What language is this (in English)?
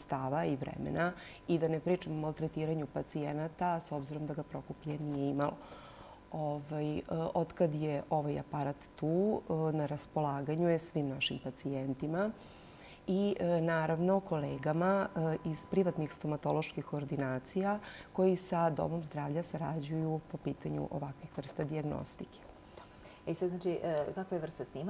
Serbian